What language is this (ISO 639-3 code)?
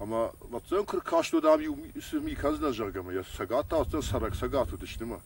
oss